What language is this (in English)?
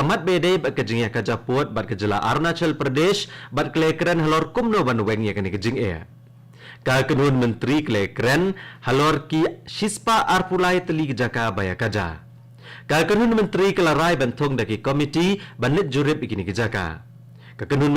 Khasi